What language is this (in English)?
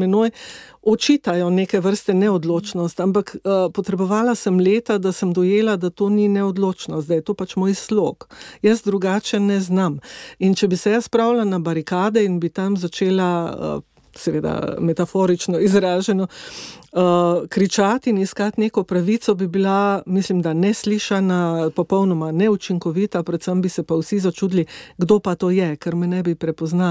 Slovenian